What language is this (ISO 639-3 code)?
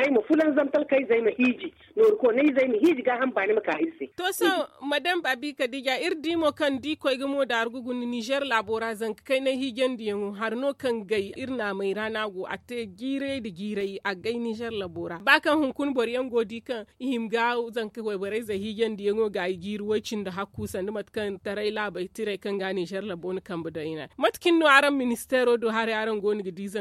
dje